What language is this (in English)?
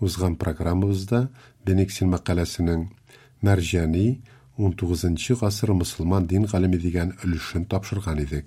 Tatar